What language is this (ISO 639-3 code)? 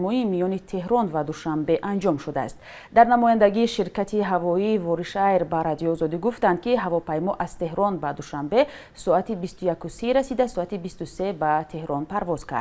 tgk